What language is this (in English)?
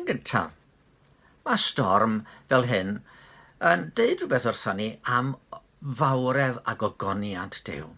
Welsh